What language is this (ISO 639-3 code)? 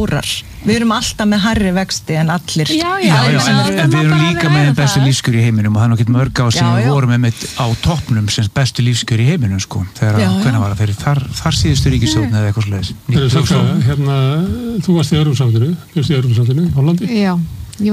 isl